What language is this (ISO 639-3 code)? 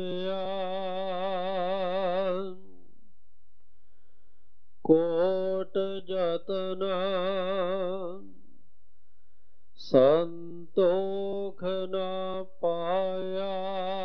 pan